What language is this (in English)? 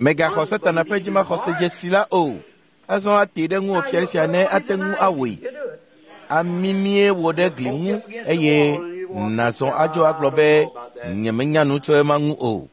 Ewe